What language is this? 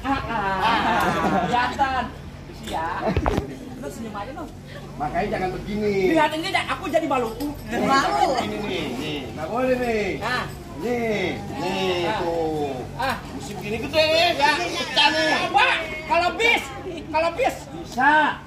Betawi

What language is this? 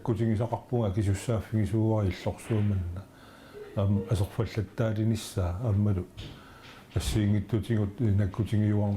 Kalaallisut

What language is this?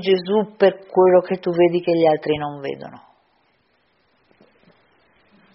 Italian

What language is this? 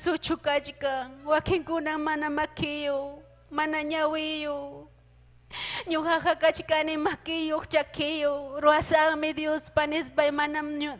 Ayacucho Quechua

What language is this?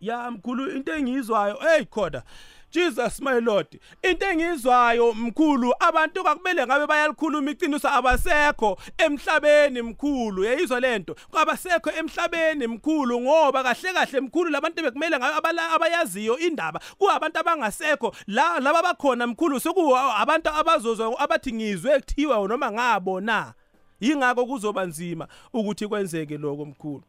South Ndebele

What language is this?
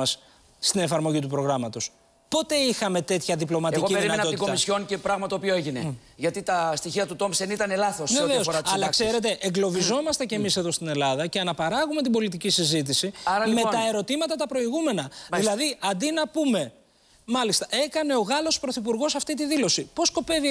Greek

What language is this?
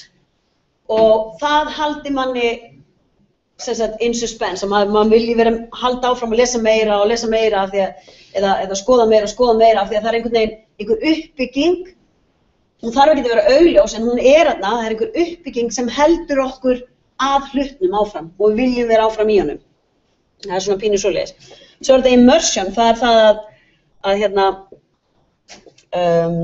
Icelandic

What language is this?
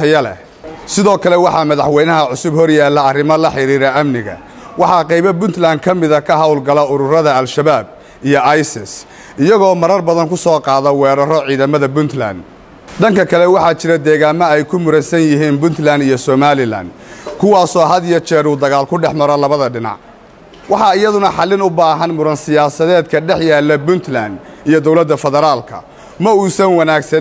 Somali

